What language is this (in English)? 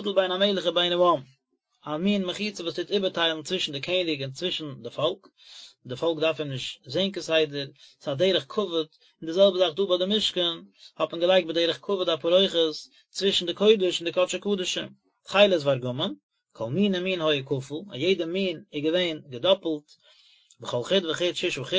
Yiddish